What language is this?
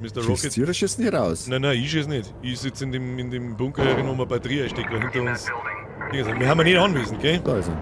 Bavarian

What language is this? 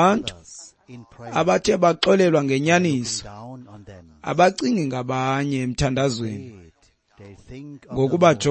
Xhosa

